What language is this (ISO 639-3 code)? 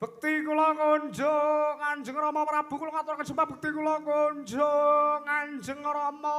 jav